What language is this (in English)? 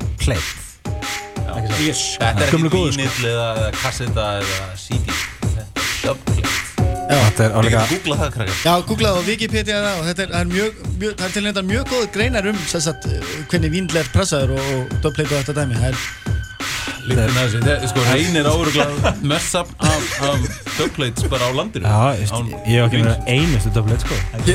Icelandic